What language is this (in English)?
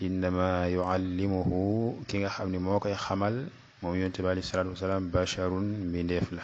Wolof